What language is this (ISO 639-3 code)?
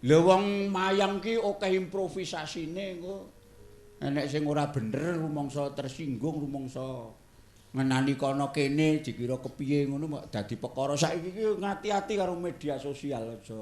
jav